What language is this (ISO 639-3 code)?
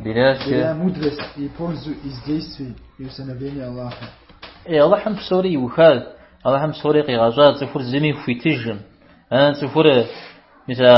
kbd